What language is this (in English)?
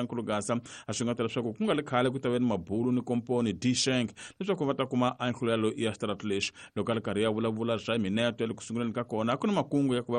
Tsonga